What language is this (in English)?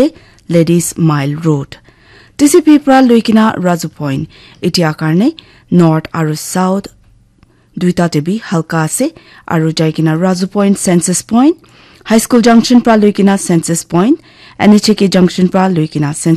Naga Pidgin